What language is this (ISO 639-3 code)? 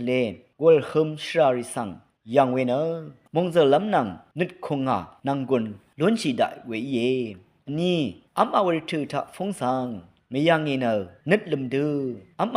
raw